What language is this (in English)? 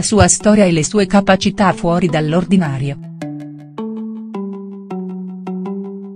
Italian